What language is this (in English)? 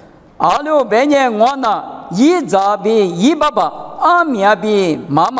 Lisu